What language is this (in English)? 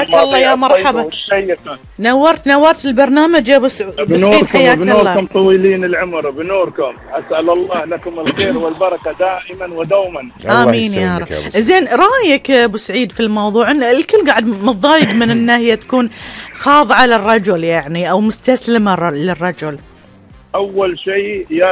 Gulf Arabic